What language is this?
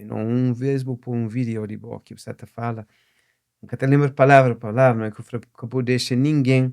Kabuverdianu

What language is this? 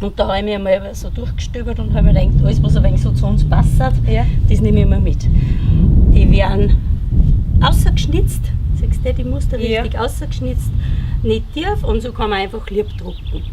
Bavarian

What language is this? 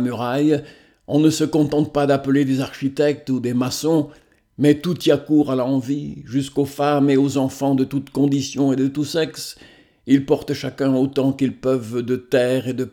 French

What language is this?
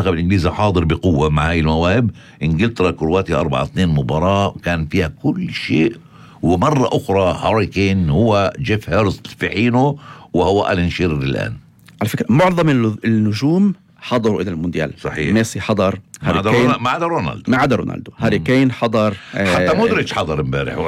North Levantine Arabic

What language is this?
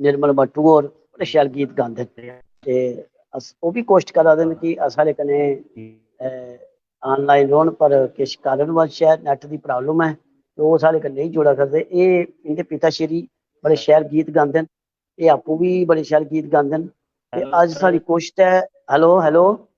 Dogri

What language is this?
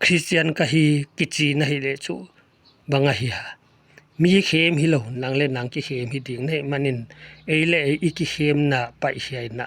Paite Chin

